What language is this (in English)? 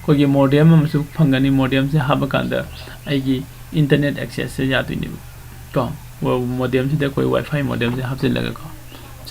Manipuri